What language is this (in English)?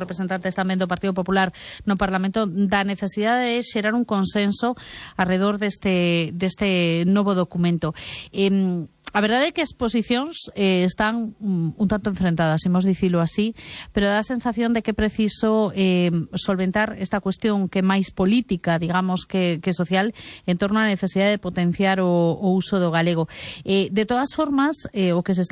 Galician